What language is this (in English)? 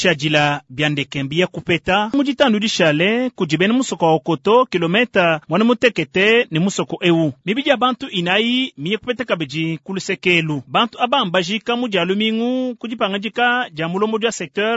Luba-Lulua